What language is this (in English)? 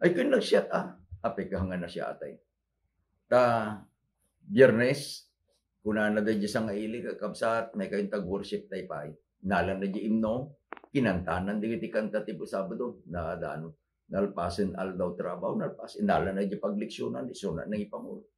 Iloko